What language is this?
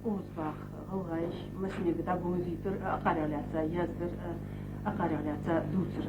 Ingush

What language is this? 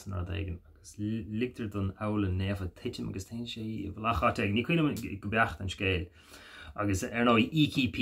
Irish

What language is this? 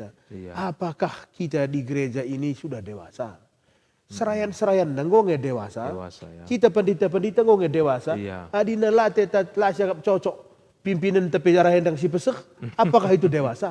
Batak Karo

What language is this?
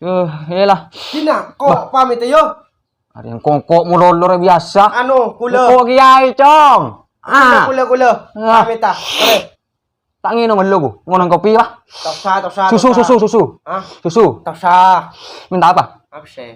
Madurese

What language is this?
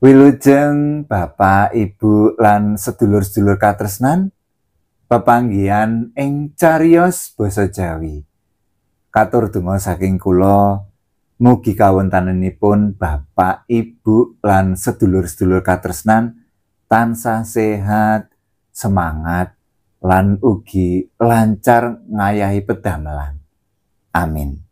Javanese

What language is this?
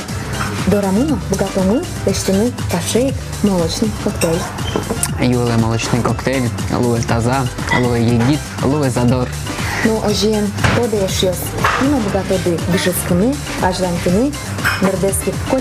Udmurt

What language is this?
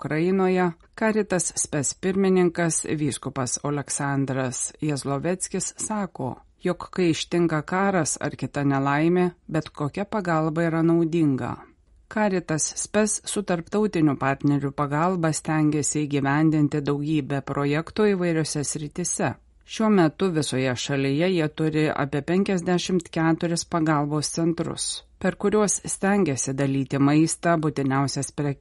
Lithuanian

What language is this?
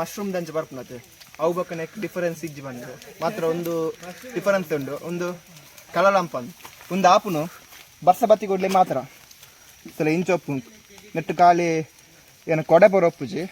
Tulu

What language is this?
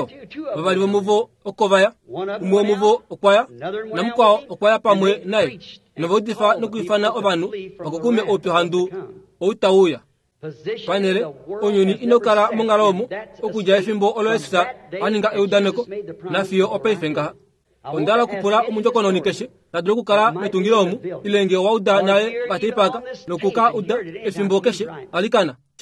Kuanyama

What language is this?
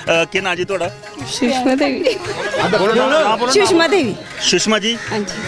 Dogri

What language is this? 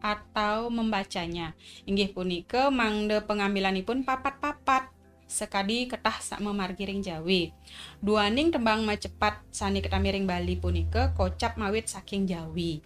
Balinese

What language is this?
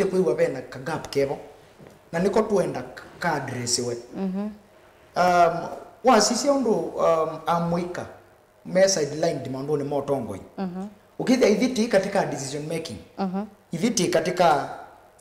Kamba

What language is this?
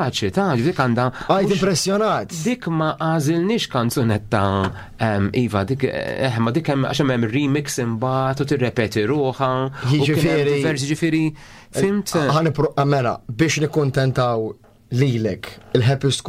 Maltese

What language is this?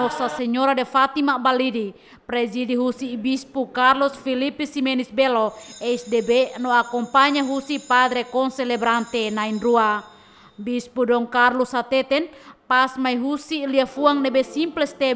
Tetum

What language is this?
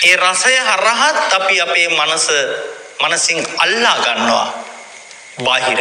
Sinhala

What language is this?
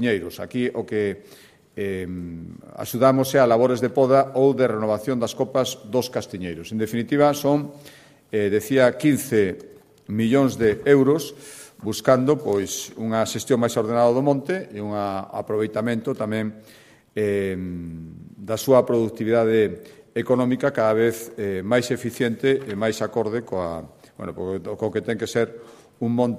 Galician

